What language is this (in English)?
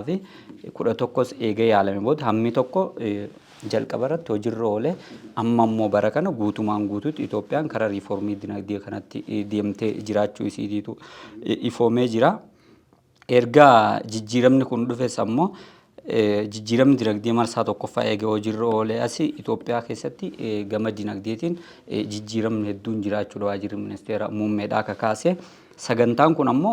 Oromo